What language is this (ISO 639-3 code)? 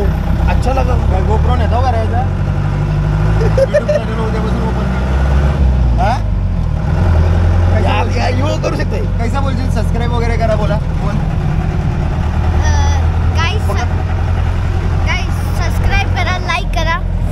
mar